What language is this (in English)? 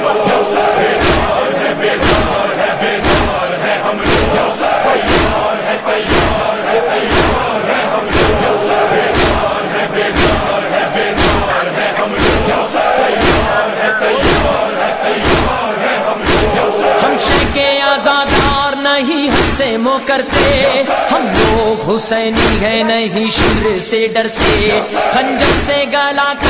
Urdu